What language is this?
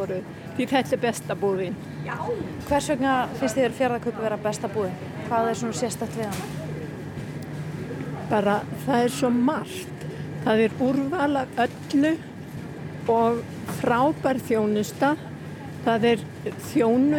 Icelandic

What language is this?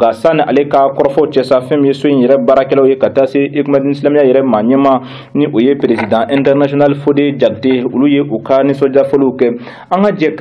Bambara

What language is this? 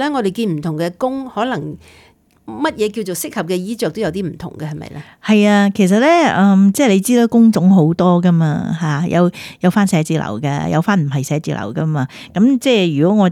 Cantonese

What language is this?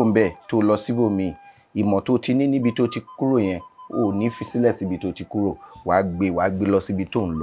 Yoruba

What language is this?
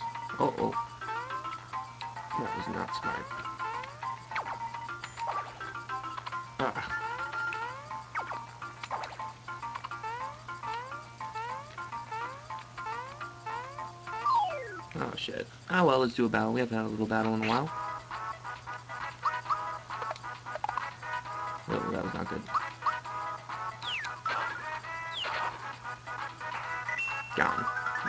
English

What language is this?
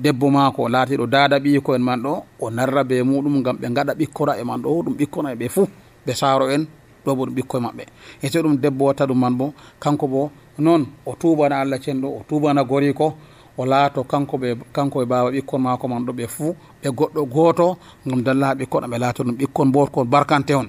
Nigerian Fulfulde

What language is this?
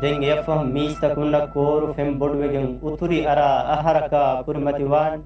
Divehi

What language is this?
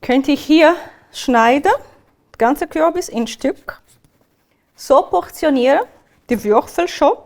Swiss German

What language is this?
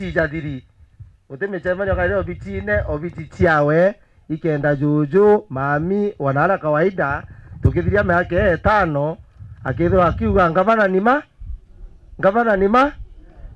Meru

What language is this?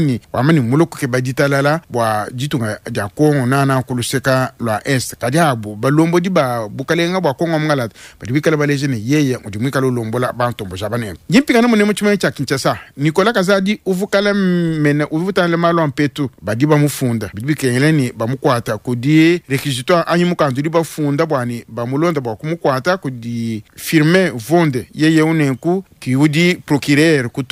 Luba-Lulua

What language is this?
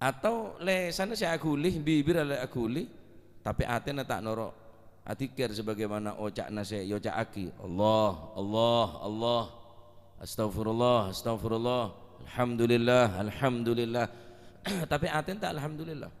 Madurese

